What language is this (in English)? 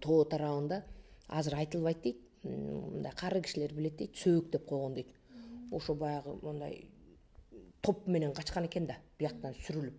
Kyrgyz